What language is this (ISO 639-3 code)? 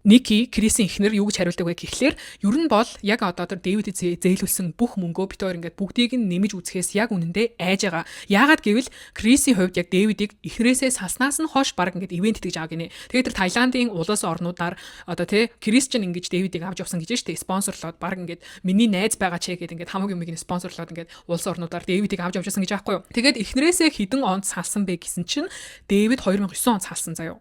mon